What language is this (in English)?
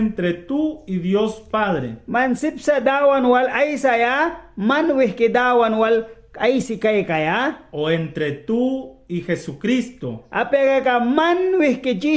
Mískito